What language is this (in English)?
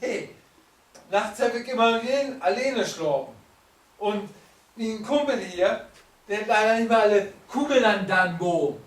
Low German